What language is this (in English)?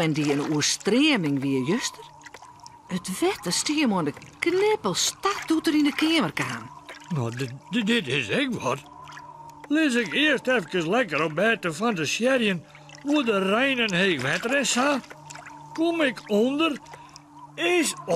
Western Frisian